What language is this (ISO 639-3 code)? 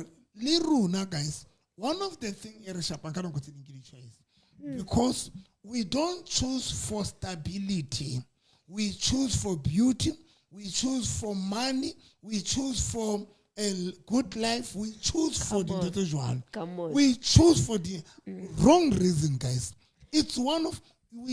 sot